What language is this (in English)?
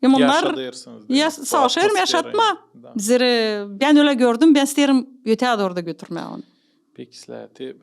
Gagauz